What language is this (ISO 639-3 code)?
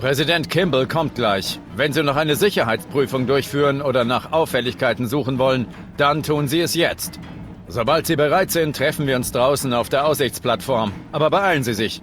bar